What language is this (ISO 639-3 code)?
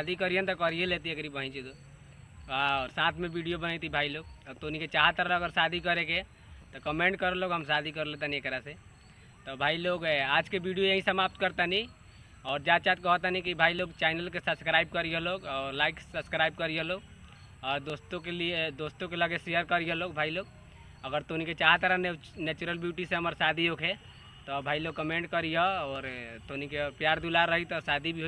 bho